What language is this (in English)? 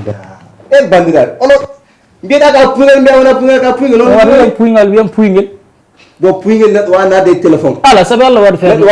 Fula